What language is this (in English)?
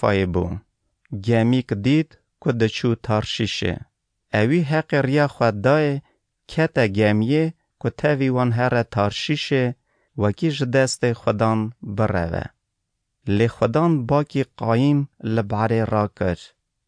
Kurdish